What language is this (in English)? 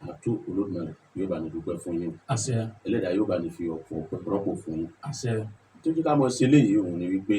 Yoruba